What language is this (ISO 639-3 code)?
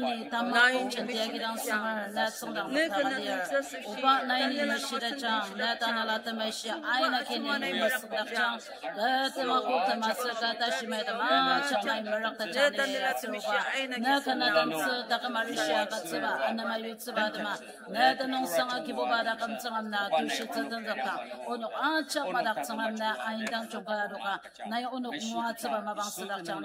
njo